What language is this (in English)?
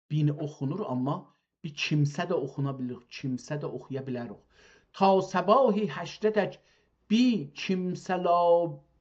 South Azerbaijani